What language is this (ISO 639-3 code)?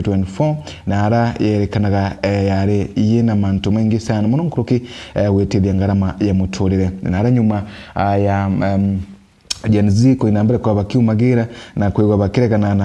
mer